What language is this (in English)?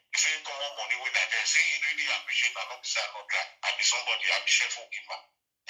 Nigerian Pidgin